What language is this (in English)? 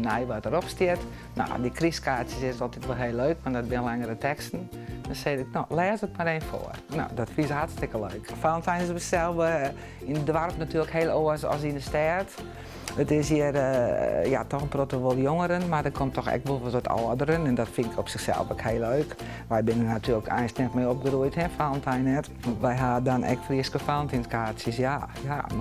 Western Frisian